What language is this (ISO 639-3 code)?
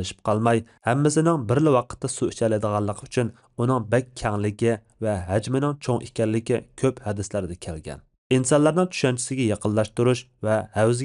uig